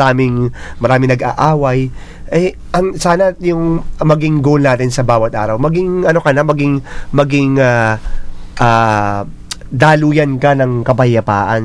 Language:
Filipino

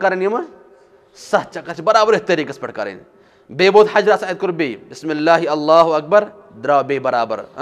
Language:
Kashmiri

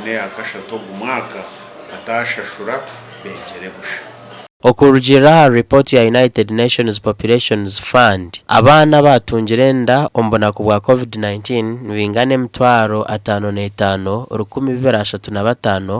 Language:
Nyankole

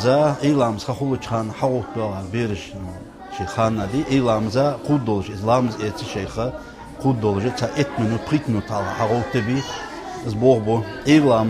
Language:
Ingush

